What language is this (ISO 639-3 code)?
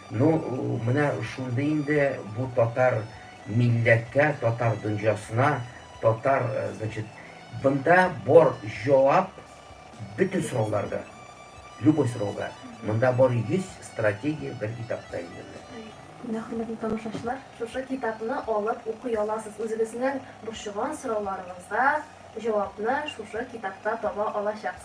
tat